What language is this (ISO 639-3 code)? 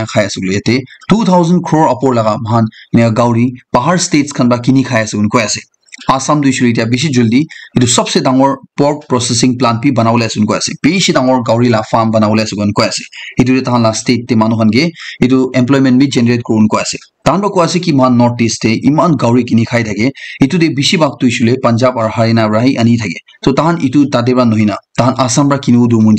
nag